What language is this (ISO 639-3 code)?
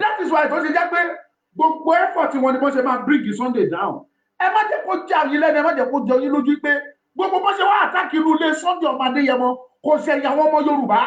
yor